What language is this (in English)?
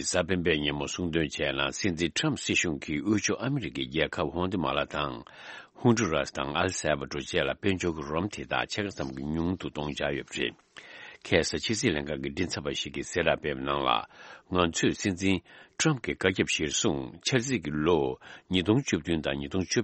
Tibetan